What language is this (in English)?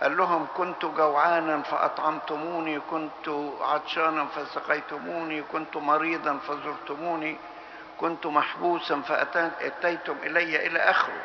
Egyptian Arabic